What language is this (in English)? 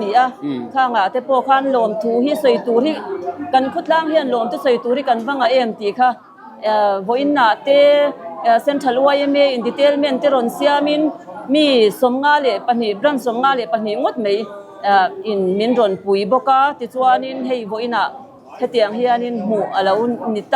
Mizo